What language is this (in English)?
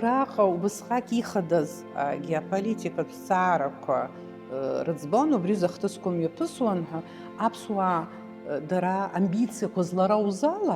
Abkhazian